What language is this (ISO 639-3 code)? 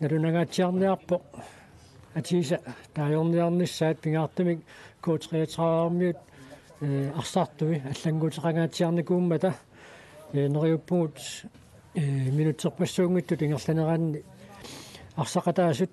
kal